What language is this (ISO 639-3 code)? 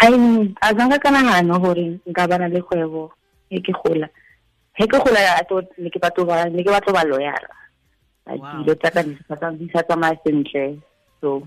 tsn